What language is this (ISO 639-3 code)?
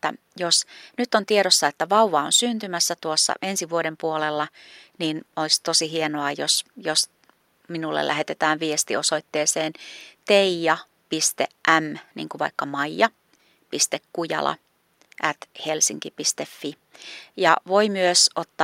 fin